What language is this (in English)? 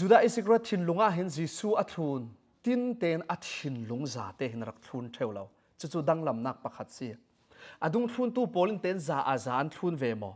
Falam Chin